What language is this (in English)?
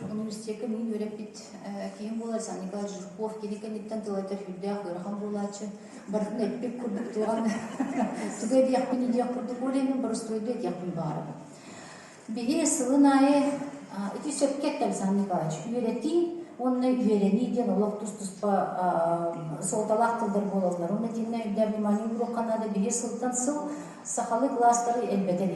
Yakut